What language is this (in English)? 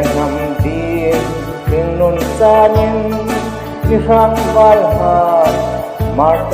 Hmar